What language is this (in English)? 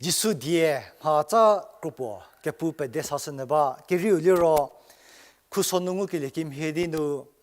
Angami Naga